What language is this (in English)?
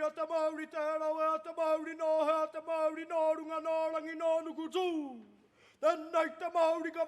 Māori